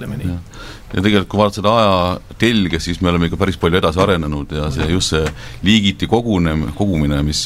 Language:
Estonian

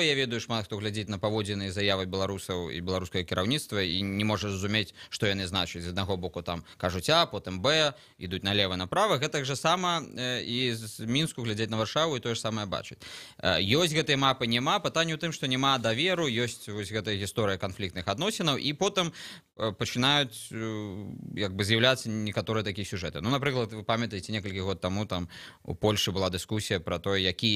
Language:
Belarusian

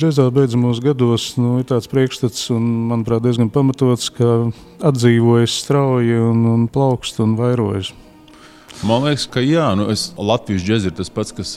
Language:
Latvian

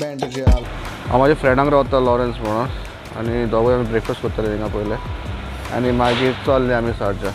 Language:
Konkani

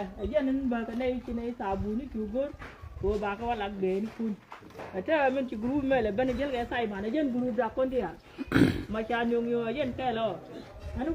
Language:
Nuer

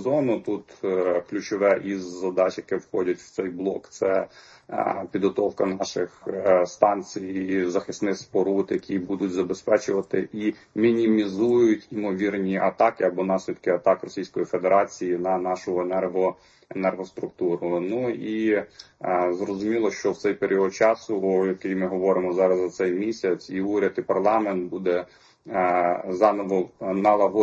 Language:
Ukrainian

